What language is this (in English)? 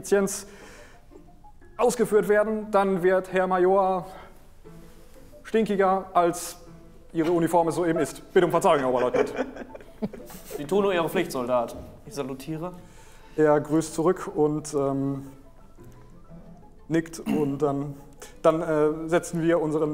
German